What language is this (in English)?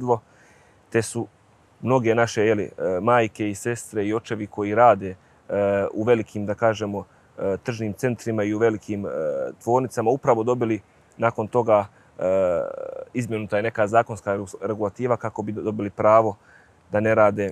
Bosnian